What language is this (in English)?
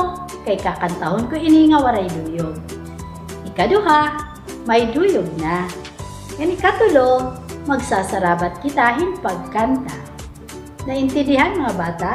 Waray